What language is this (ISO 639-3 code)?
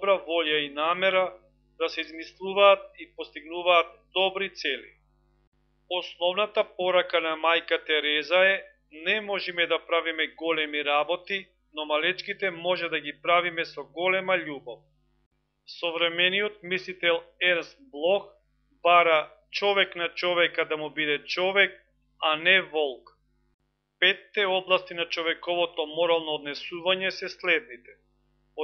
mkd